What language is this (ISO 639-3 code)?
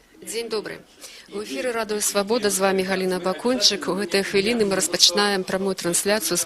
bel